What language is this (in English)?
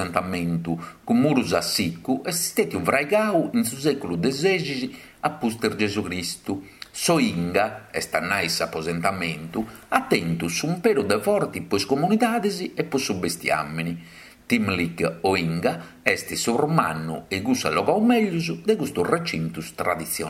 Sardinian